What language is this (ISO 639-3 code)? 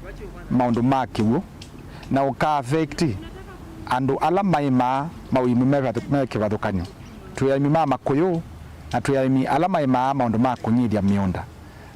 kam